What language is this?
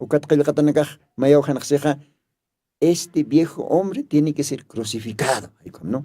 Aymara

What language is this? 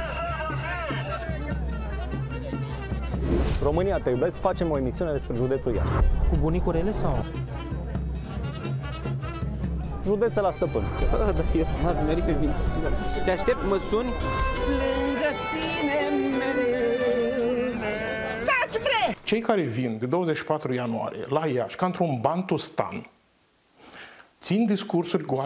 Romanian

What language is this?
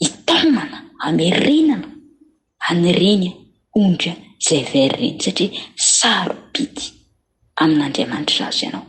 Malagasy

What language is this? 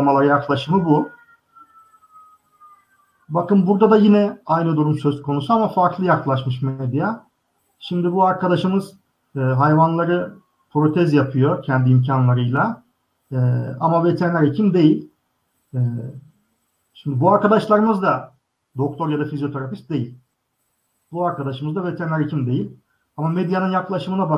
Turkish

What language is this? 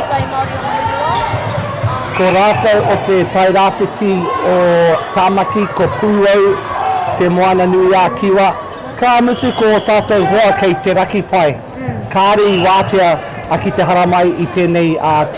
Māori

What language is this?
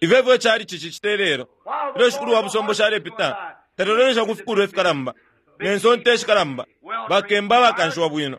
Bemba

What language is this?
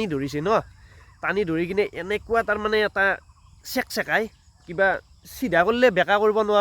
Assamese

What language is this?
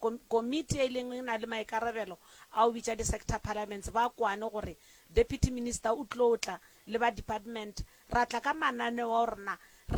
Northern Sotho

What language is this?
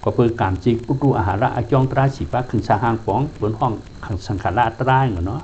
Shan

